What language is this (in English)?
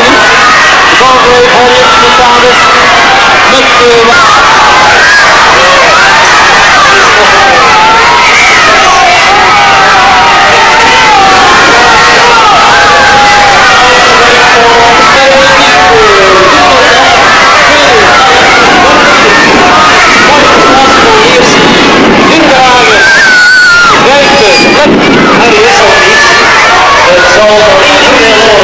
Dutch